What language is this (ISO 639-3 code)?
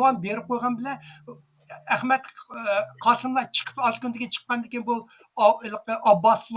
uig